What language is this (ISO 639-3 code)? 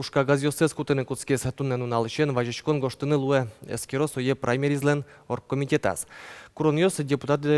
udm